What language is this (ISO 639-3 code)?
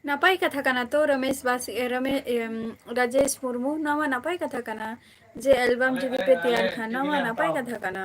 sat